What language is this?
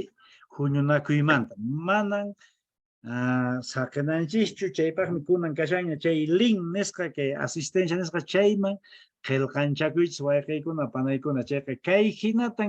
Quechua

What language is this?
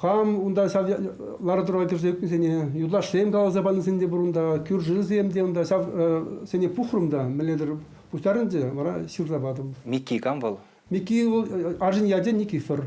Chuvash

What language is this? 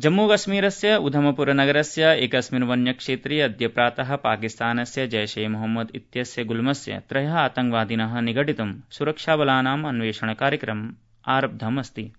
Sanskrit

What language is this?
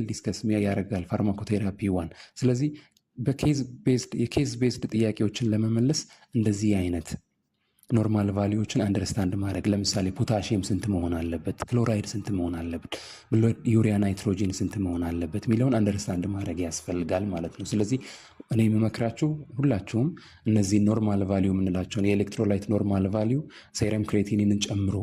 Amharic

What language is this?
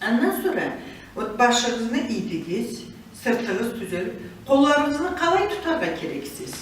Karachay-Balkar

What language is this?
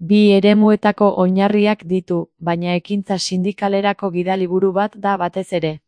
Basque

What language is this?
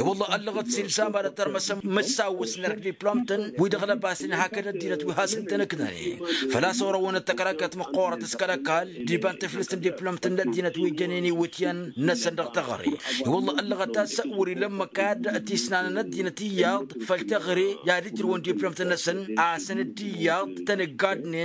Tamasheq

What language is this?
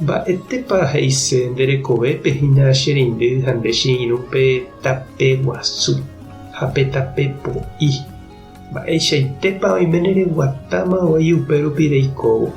Guarani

